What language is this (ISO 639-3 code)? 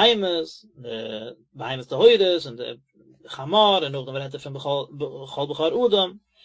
yid